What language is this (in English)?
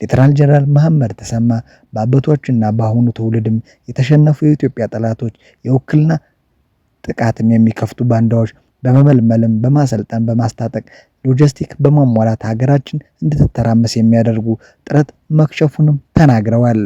Amharic